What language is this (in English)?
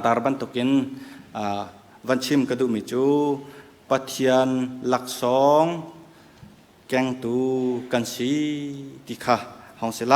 Hakha Chin